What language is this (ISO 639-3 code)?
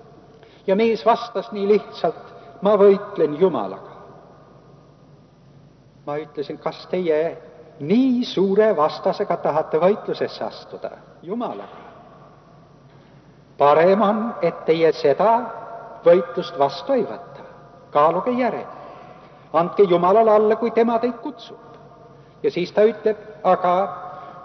est